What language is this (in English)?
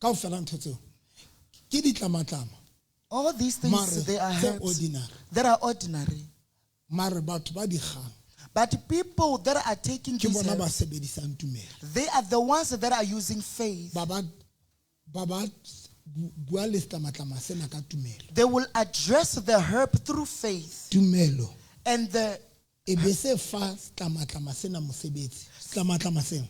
Southern Sotho